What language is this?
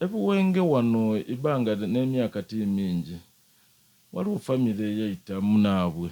Soga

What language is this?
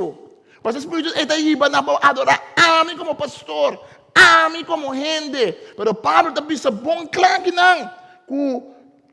Papiamento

